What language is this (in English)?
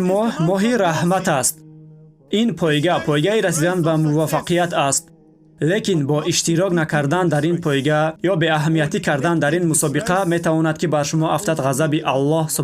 Tajik